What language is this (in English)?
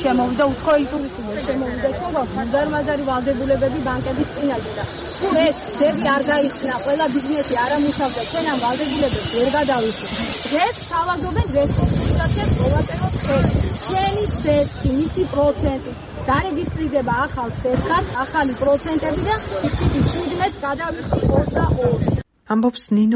Georgian